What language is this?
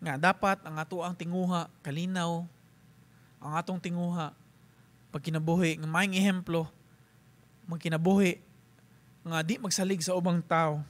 Cebuano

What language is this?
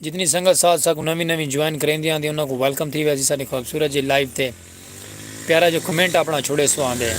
Saraiki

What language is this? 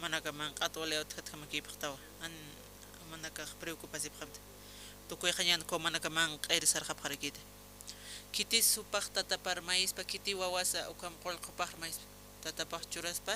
Aymara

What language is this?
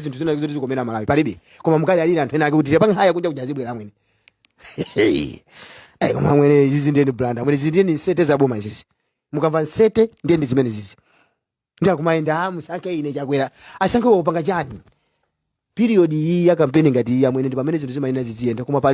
Nyanja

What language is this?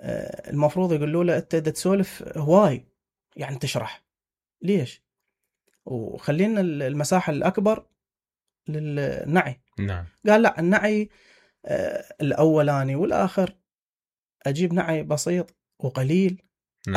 Mesopotamian Arabic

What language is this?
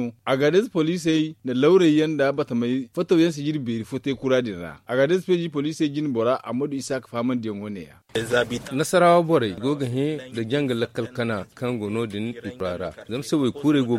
Zarma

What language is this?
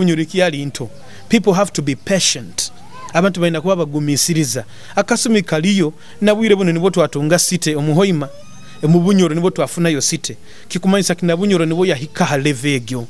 Nyoro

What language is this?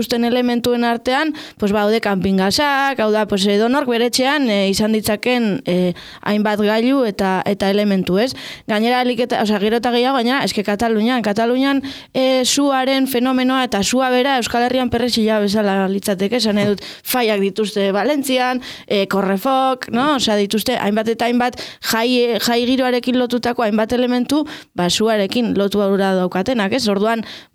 Basque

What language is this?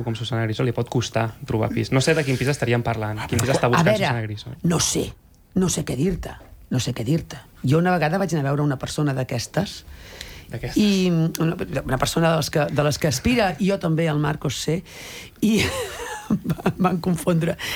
Catalan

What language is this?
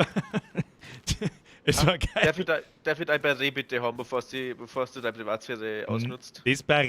Bavarian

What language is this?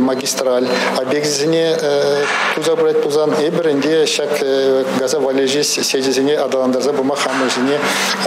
Chuvash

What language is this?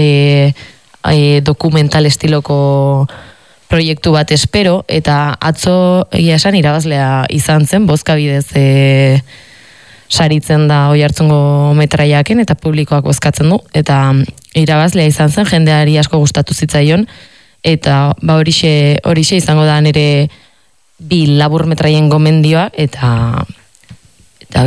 Basque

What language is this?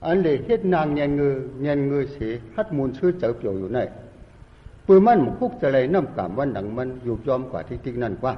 Shan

